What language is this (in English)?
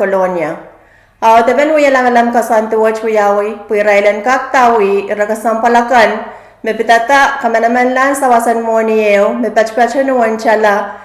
Pohnpeian